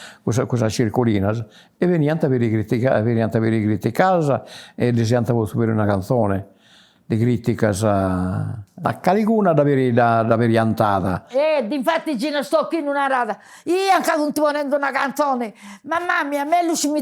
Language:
Sardinian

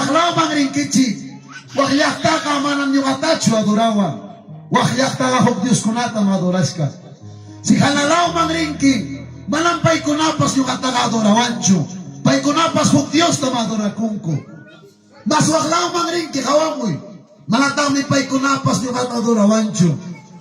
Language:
Ayacucho Quechua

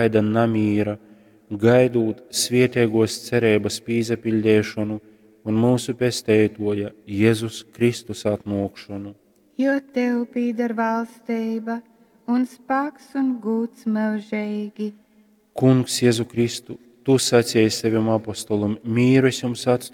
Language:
Latgalian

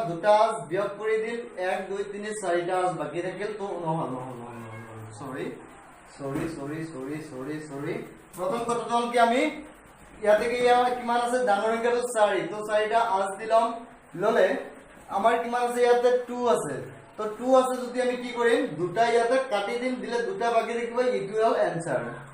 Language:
Assamese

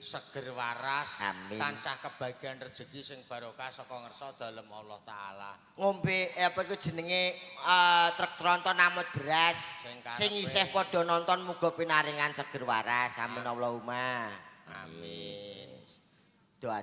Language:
Javanese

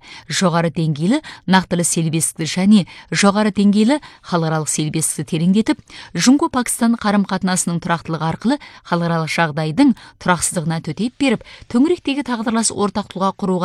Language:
Kazakh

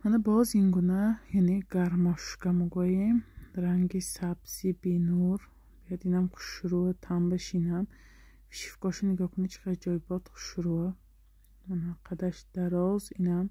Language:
Tajik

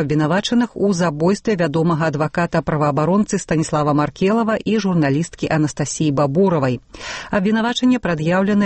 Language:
Belarusian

